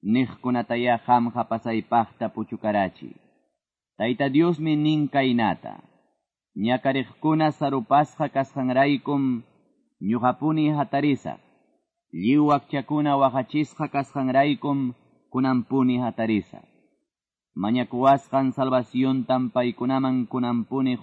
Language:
Quechua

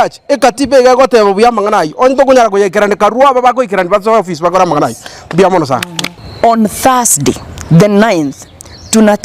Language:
Gusii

